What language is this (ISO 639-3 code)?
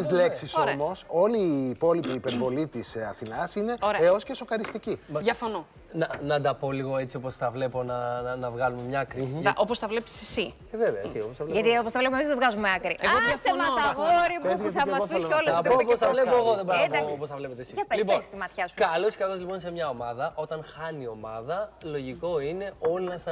ell